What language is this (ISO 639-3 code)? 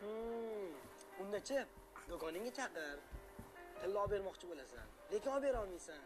uzb